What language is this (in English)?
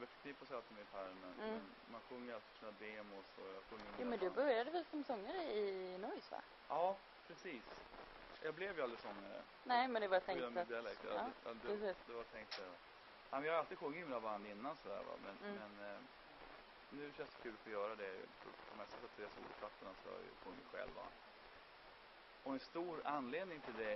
Swedish